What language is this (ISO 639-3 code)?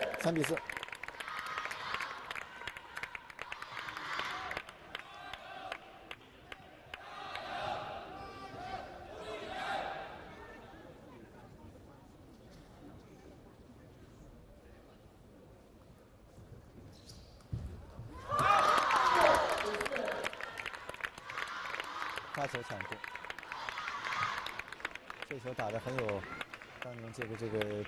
zho